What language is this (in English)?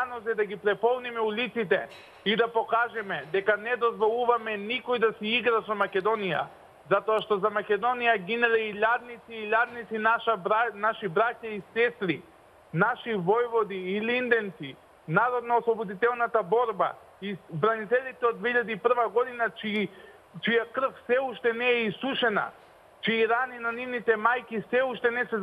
Macedonian